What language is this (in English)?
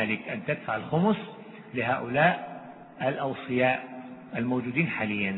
Arabic